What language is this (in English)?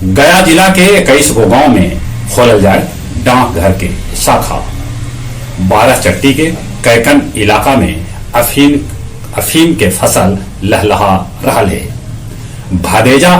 Magahi